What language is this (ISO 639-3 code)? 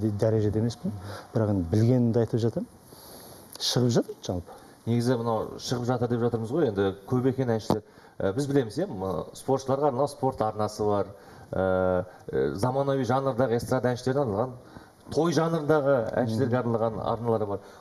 kaz